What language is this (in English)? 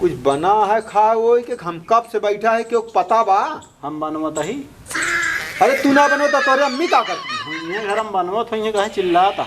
Awadhi